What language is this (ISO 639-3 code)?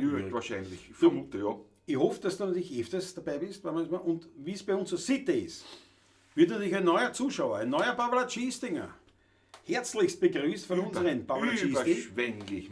bar